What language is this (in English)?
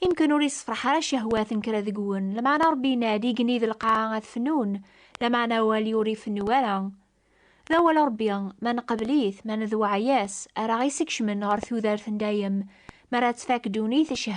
Kabyle